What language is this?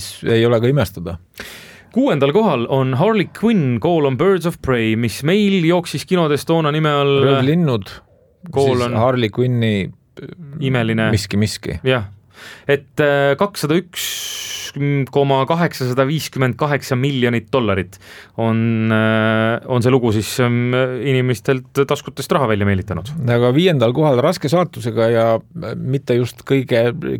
Estonian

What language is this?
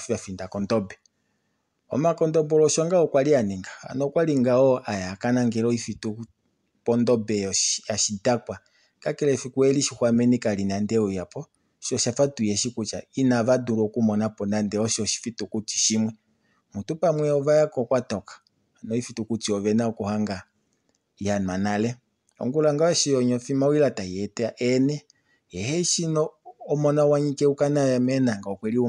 Kuanyama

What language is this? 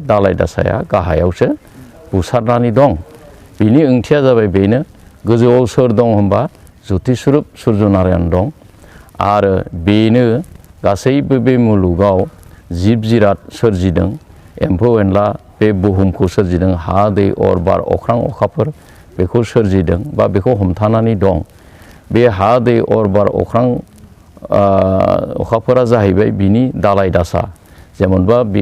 Bodo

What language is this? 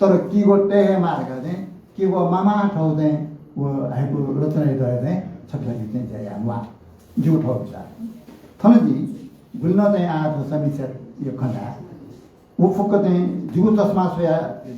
Newari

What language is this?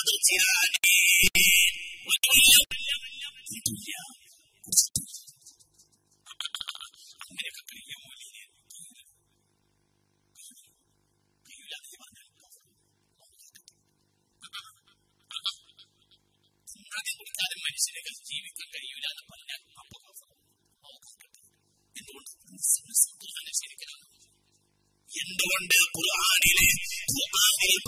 Malayalam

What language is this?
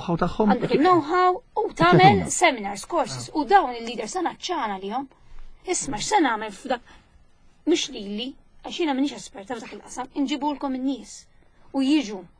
Maltese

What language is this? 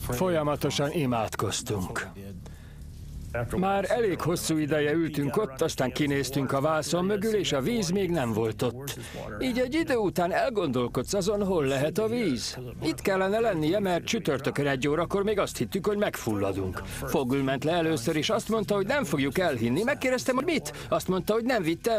Hungarian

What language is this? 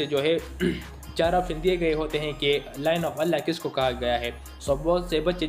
Urdu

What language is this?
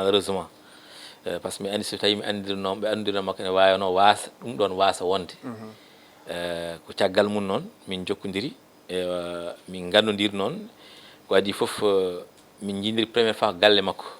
Fula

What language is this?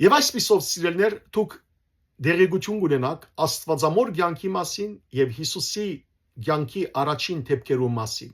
Western Armenian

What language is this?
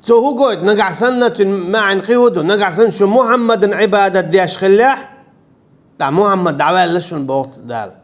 Chechen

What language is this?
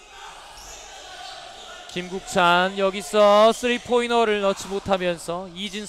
Korean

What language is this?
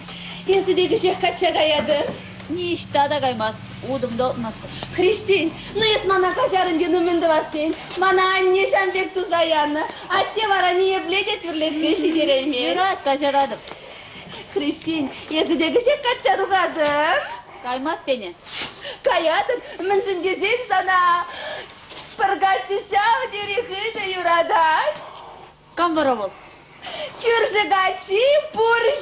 Chuvash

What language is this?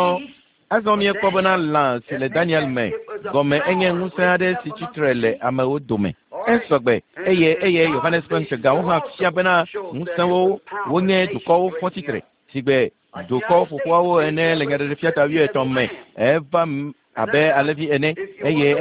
Ewe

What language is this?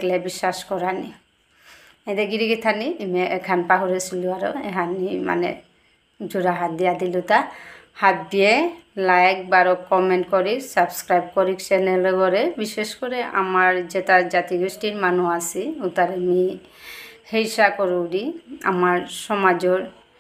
Bishnupriya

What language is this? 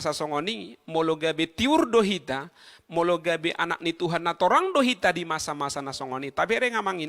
Batak Toba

